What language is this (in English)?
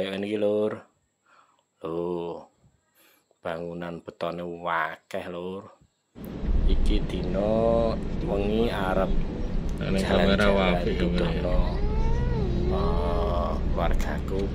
Javanese